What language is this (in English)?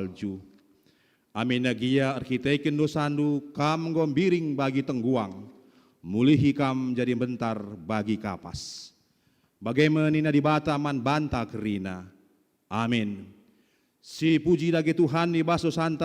Batak Karo